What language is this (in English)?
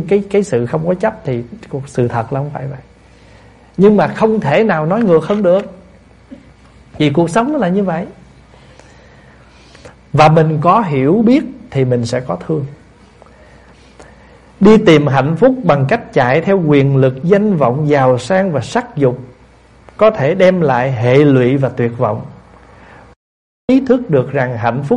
Vietnamese